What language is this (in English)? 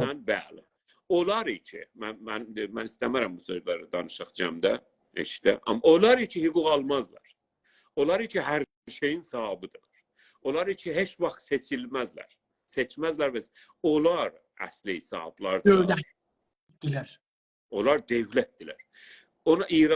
South Azerbaijani